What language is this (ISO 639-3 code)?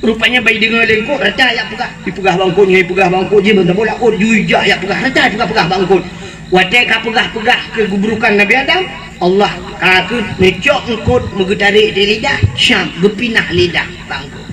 ace